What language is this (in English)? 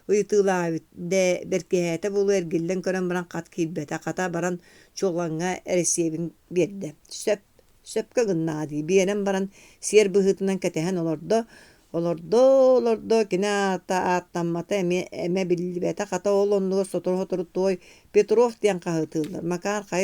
Yakut